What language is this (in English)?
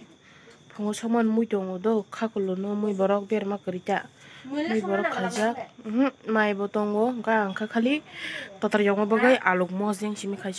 Kok Borok